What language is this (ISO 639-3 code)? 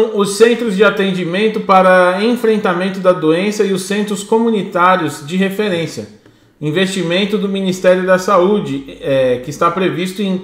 por